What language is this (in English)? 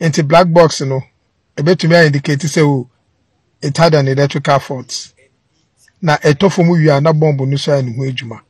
Akan